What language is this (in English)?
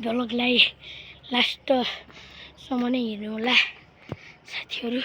Nepali